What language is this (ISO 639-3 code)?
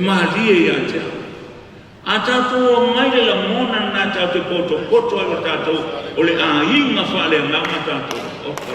smo